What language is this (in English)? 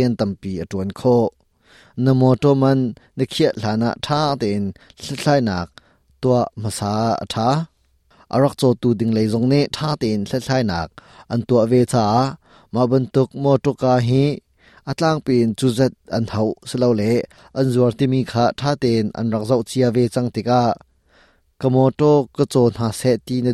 Hakha Chin